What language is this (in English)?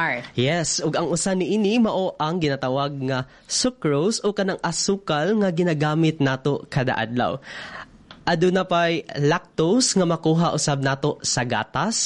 Cebuano